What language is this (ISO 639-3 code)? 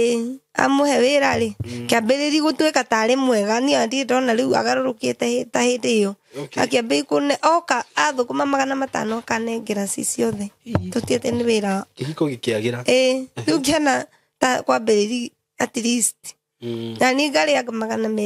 kik